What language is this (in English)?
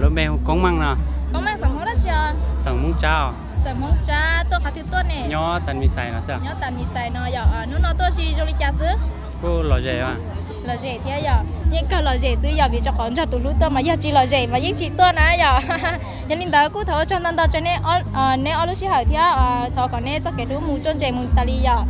Hmong